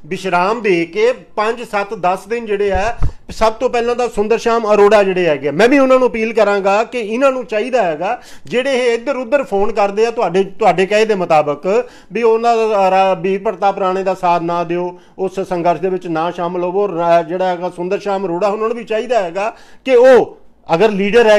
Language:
Punjabi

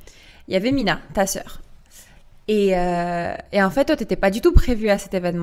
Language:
French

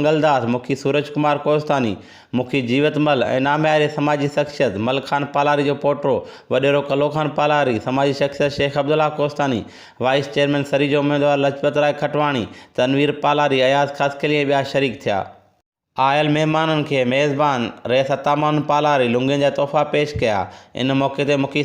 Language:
Sindhi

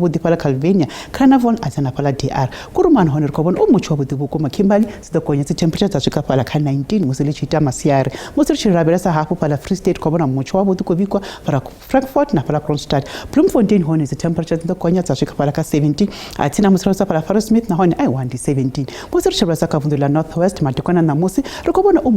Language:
Venda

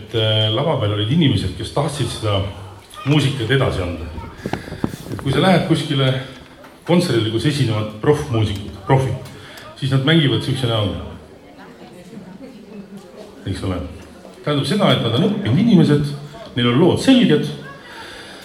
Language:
Estonian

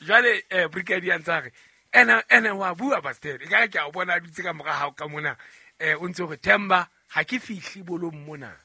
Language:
Southern Sotho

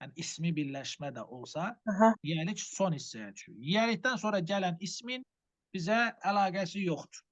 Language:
Azerbaijani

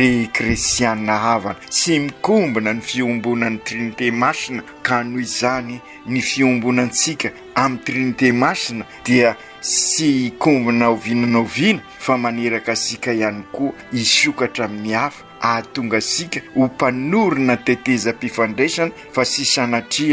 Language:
Malagasy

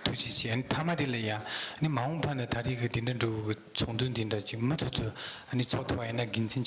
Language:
Tibetan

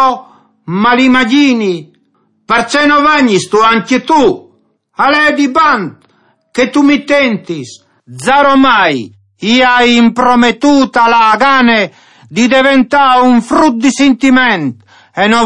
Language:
Friulian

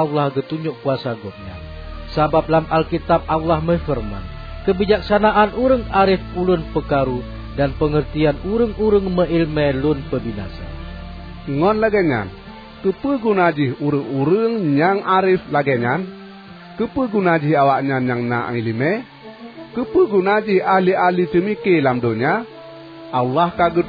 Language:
Achinese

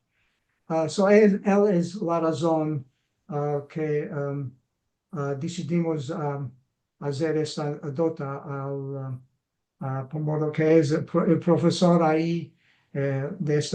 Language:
Ladino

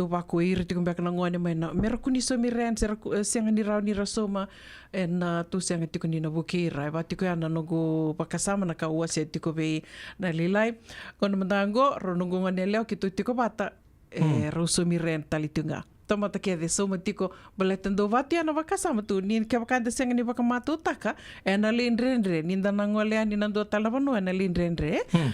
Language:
Fijian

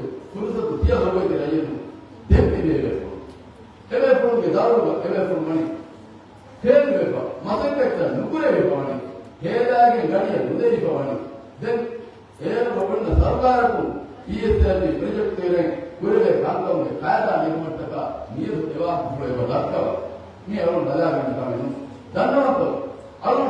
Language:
Divehi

